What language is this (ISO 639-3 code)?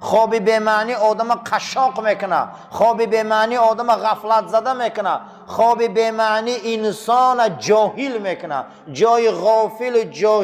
tgk